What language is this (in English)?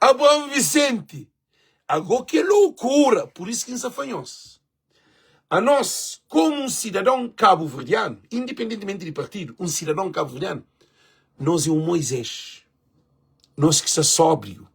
Kabuverdianu